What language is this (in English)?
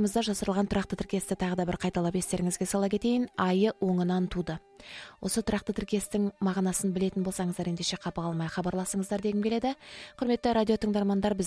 Kazakh